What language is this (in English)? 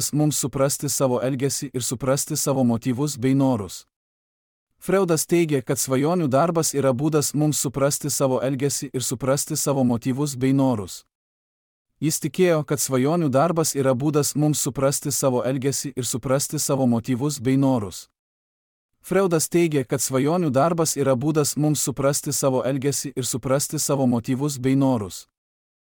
Lithuanian